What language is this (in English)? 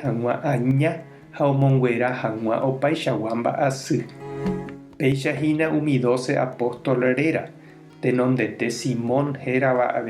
Guarani